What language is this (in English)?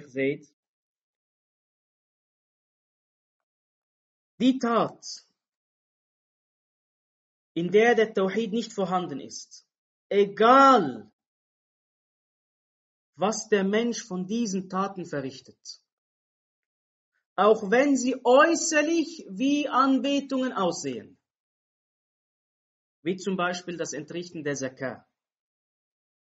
German